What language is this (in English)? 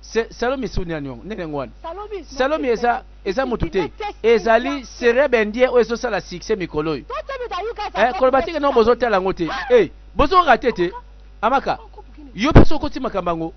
Lingala